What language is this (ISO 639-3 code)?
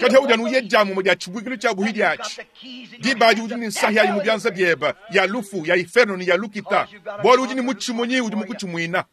lua